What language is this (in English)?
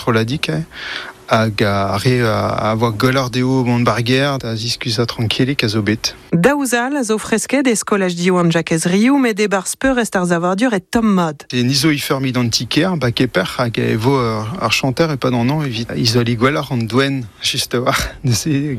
Breton